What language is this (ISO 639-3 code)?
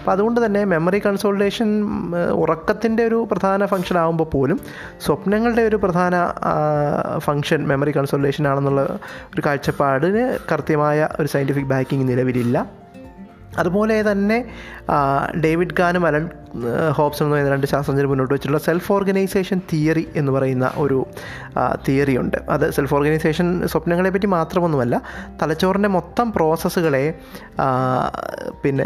mal